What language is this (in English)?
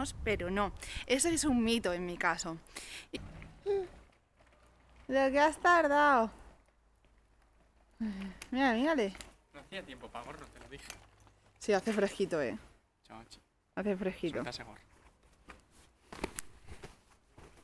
Spanish